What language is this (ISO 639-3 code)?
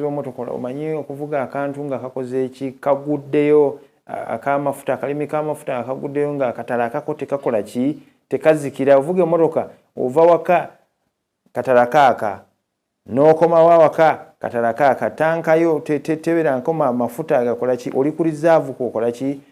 lug